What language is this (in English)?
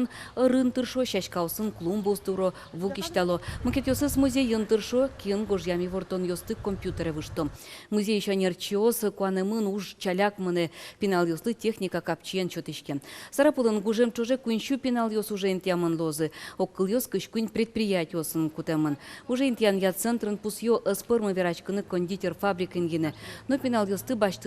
Udmurt